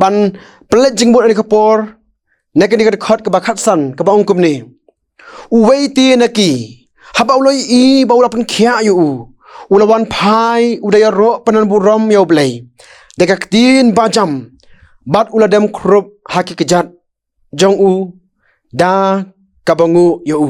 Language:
Khasi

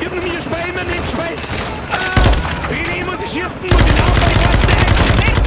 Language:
Bavarian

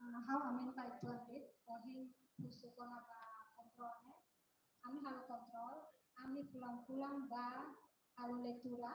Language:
Tetum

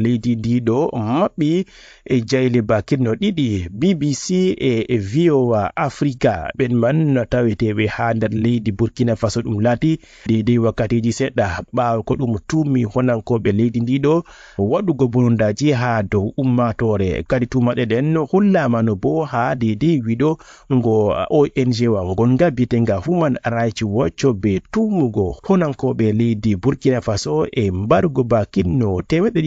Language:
Fula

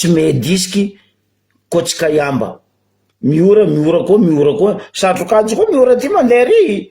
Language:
Malagasy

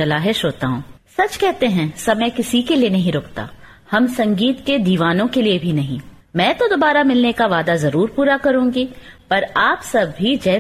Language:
Hindi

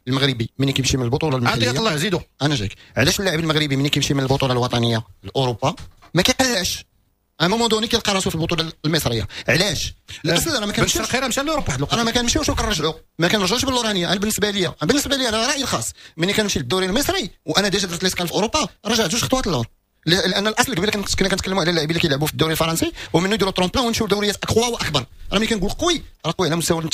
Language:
Moroccan Arabic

